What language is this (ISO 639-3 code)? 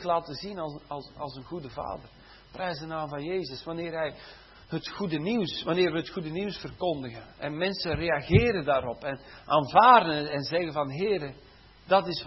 nld